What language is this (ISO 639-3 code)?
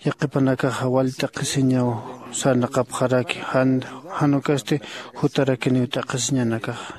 aym